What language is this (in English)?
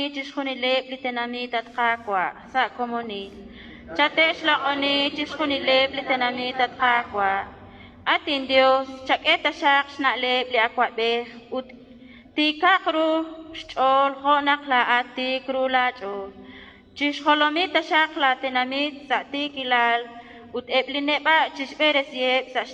Kekchí